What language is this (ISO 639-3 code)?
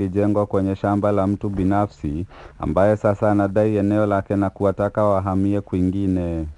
swa